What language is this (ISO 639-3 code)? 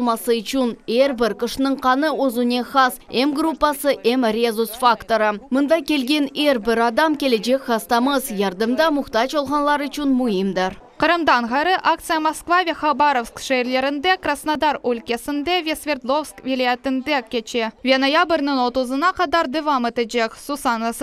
crh